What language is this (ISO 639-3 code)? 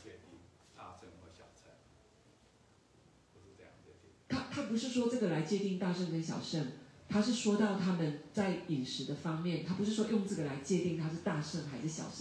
zho